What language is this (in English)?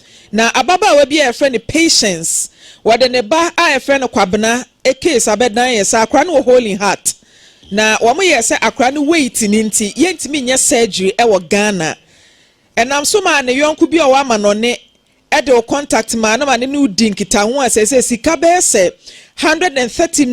Akan